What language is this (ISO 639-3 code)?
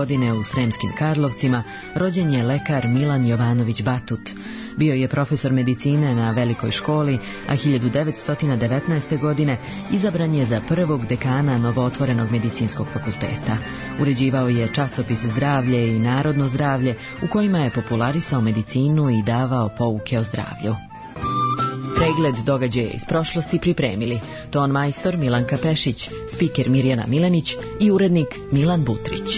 srp